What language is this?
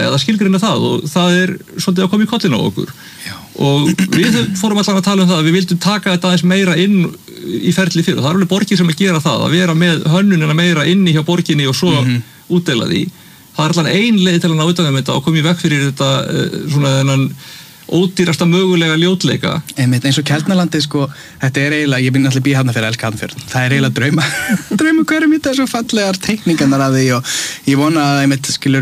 Icelandic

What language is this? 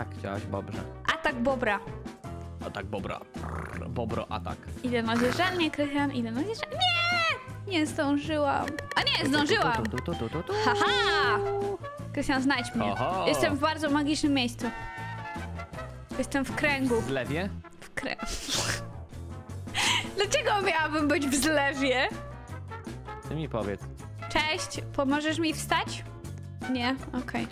Polish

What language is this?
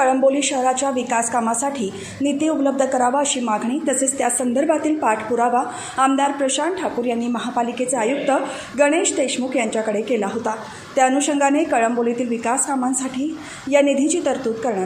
Marathi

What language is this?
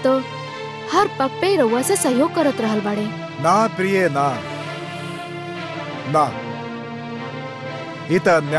Bhojpuri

